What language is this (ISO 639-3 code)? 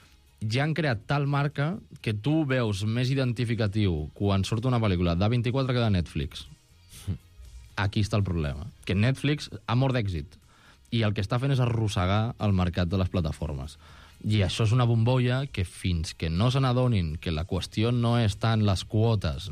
cat